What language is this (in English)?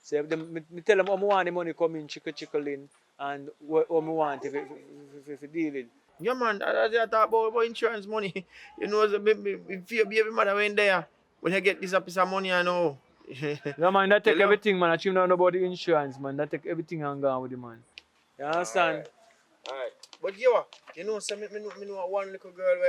Jamaican Creole English